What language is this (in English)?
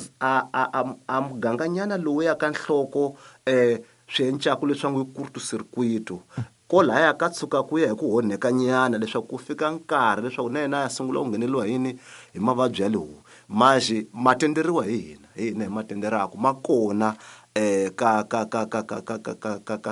Tsonga